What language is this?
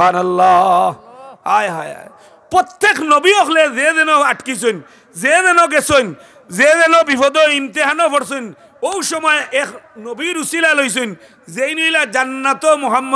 Sylheti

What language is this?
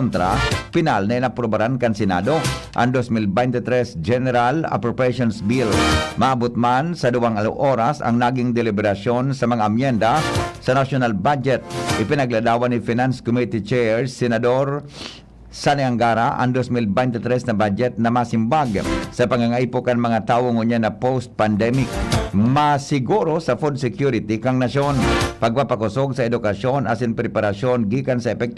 Bikol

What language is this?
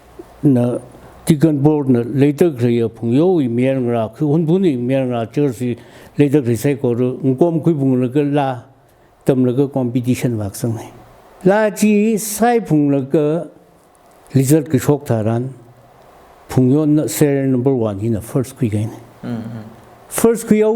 Tangkhul Naga (India)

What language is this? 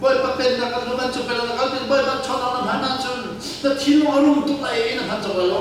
Hakha Chin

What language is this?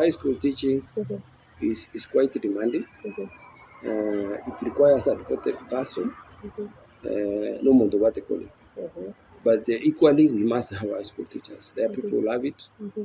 Gusii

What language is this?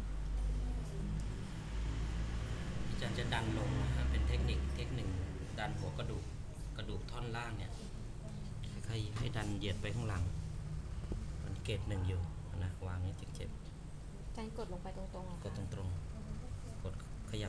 Thai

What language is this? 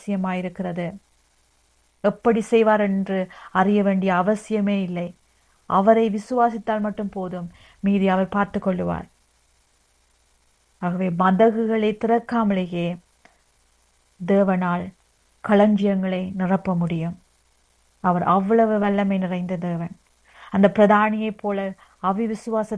Tamil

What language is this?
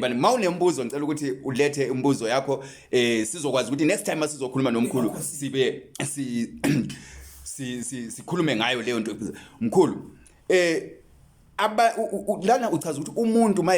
Zulu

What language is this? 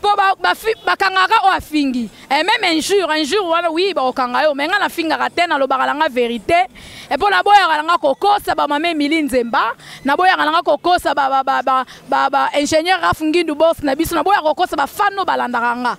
Lingala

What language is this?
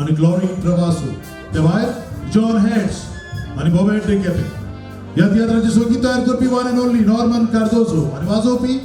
Konkani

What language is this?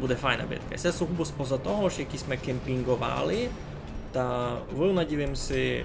Rusyn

